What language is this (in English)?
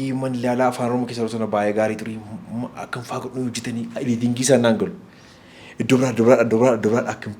Oromo